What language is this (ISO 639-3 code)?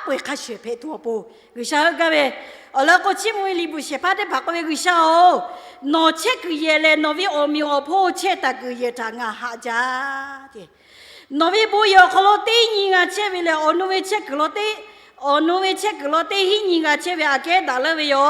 lhu